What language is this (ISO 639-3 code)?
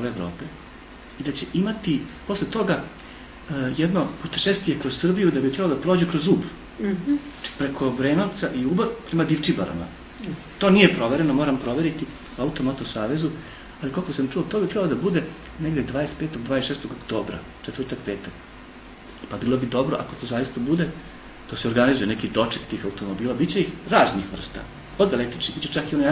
srp